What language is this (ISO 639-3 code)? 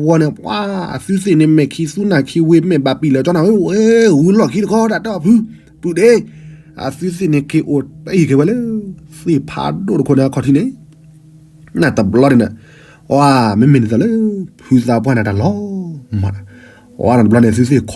ksw